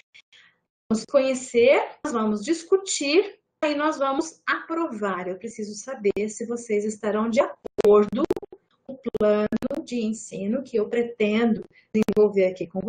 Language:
Portuguese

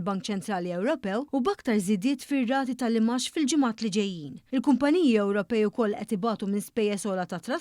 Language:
Maltese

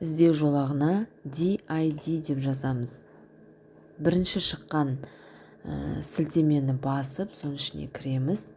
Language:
Kazakh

